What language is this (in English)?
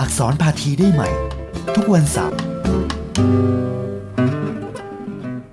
Thai